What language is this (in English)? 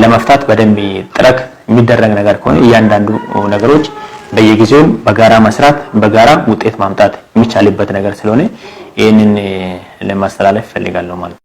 Amharic